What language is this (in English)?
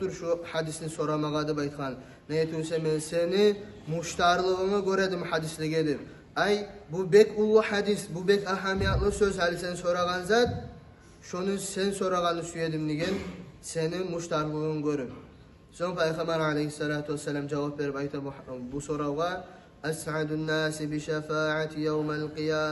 Kumyk